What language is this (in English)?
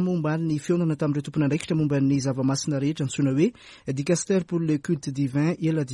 Malagasy